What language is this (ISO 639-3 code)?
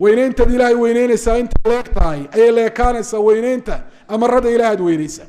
som